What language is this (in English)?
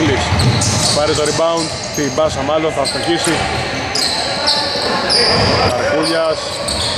Greek